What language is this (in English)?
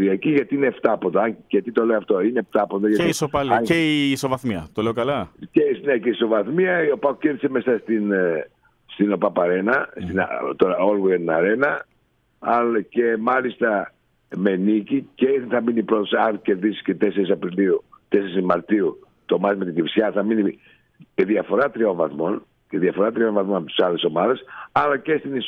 Greek